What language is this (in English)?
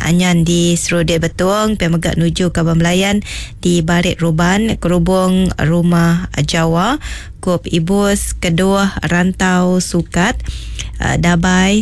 Iban